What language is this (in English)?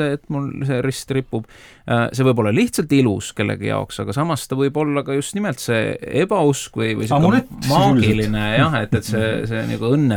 Estonian